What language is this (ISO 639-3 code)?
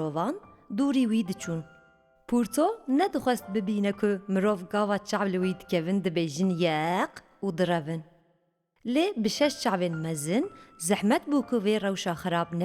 kur